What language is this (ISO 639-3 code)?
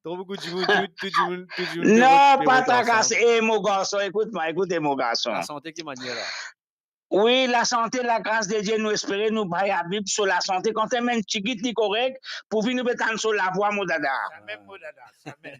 mfe